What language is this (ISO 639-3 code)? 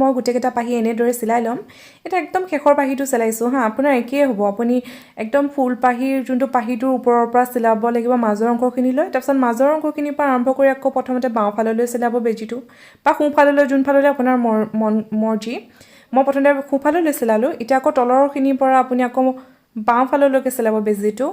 asm